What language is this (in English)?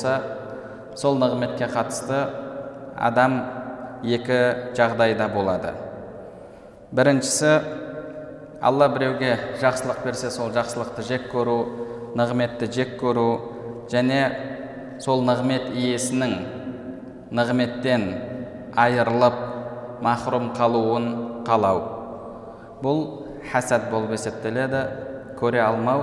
Kazakh